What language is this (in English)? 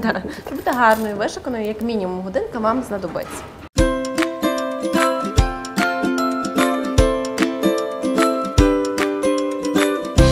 Ukrainian